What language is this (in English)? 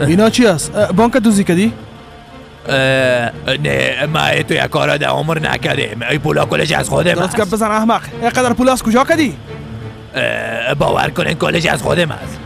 Persian